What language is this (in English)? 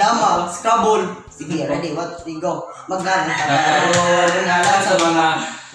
Cebuano